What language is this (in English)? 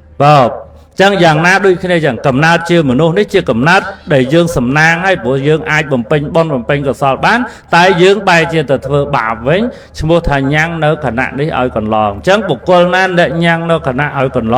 Khmer